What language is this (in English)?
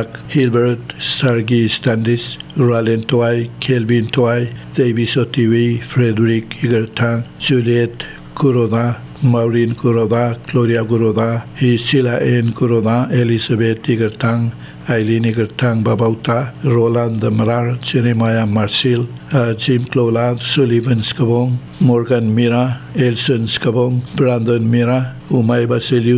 Palauan